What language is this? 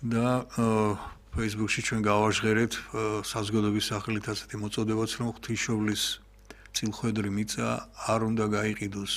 Georgian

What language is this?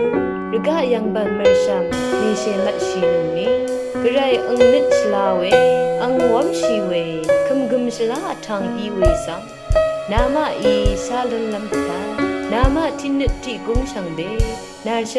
Rawang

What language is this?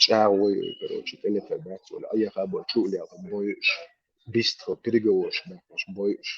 Chechen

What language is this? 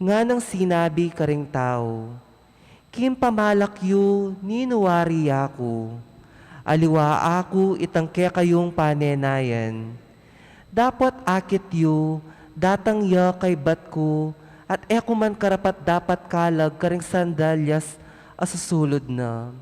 Pampanga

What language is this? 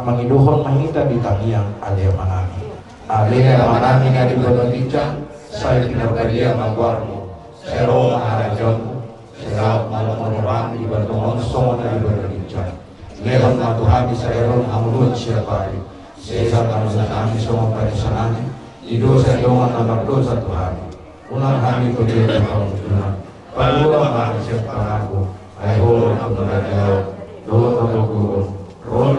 Batak Toba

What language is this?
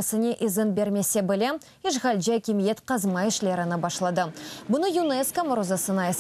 Crimean Tatar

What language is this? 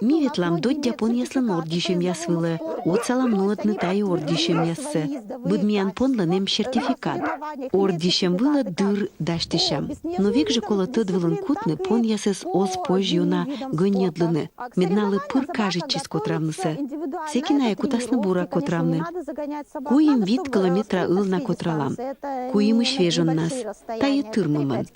Komi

